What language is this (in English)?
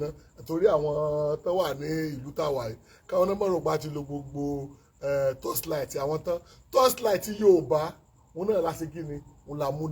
Yoruba